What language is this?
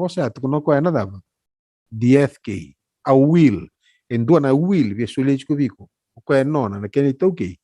Fijian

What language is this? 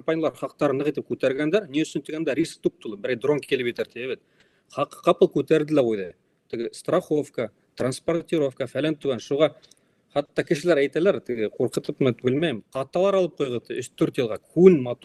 Bashkir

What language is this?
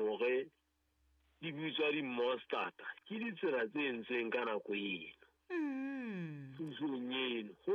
Southern Sotho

